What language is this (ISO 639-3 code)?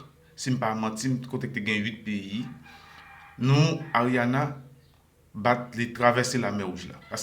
hat